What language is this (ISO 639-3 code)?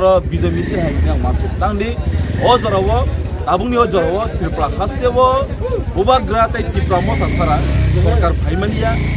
trp